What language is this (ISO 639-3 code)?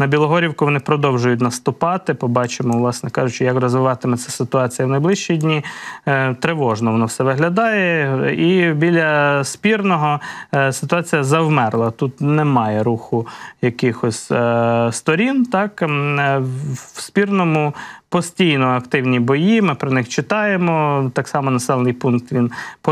ukr